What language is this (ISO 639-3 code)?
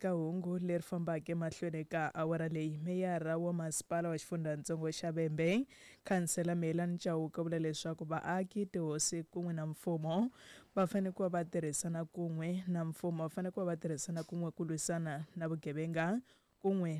tso